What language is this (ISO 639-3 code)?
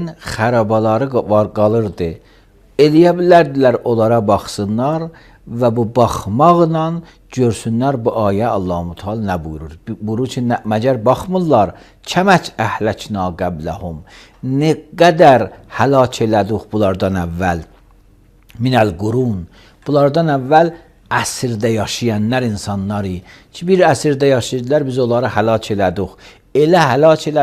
aze